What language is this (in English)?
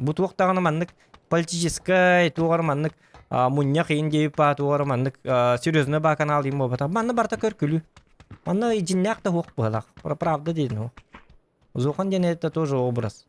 Yakut